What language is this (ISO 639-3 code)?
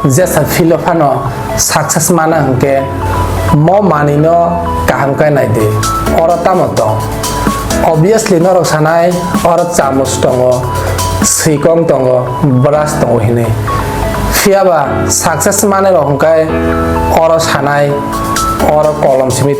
trp